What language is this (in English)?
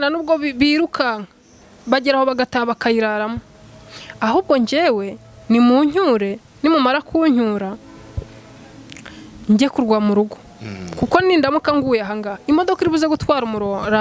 Kinyarwanda